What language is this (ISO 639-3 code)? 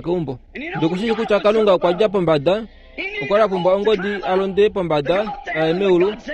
kua